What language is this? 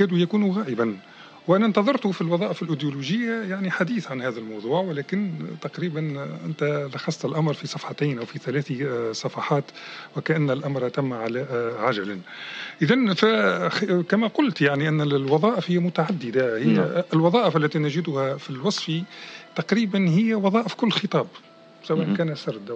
Tunisian Arabic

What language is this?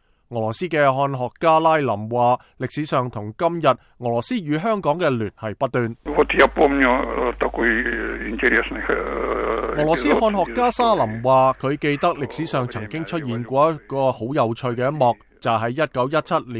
Cantonese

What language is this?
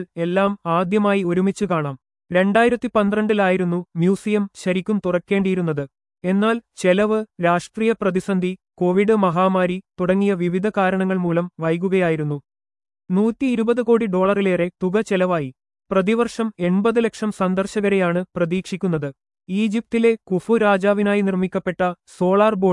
Malayalam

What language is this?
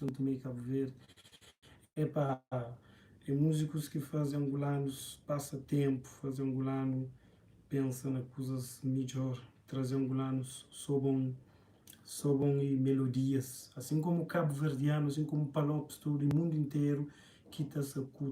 Kabuverdianu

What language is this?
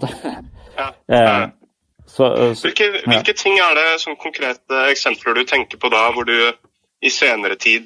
Norwegian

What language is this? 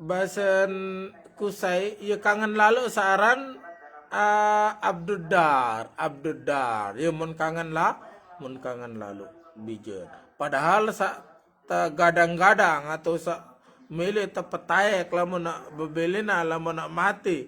Sasak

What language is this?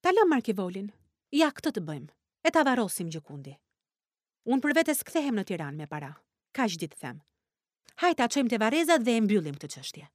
Albanian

